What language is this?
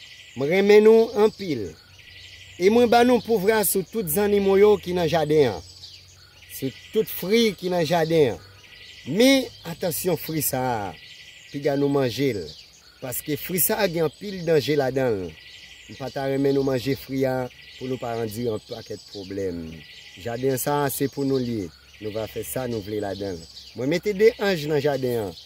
Haitian Creole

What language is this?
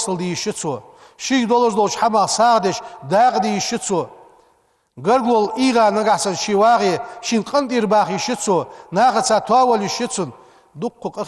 Ingush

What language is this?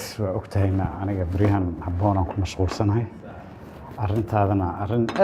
Somali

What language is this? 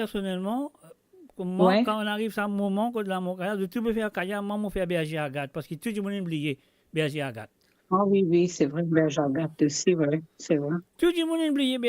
Morisyen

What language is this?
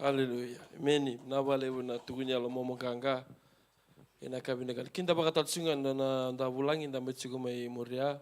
Fijian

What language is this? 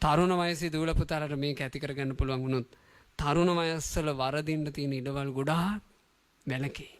Sinhala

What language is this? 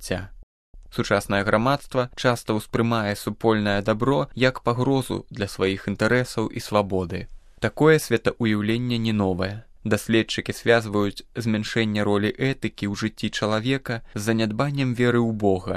Belarusian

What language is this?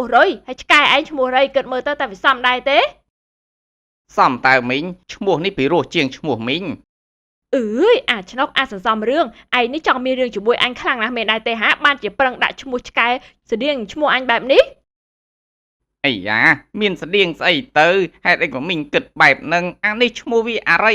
Khmer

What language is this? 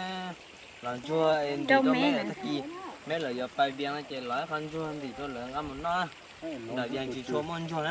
Hmong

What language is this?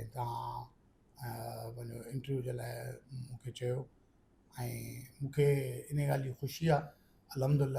Sindhi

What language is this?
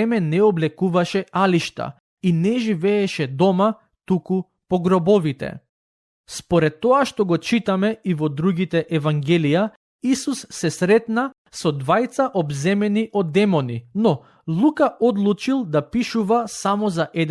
Macedonian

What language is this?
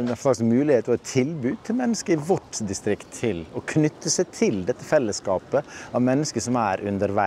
Norwegian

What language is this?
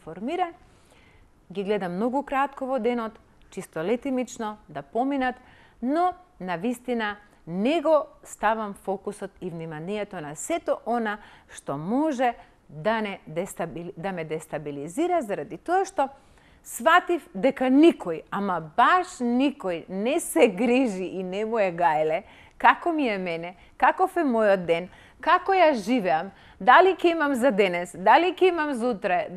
Macedonian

